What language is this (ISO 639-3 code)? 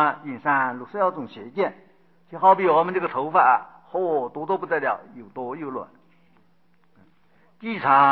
zho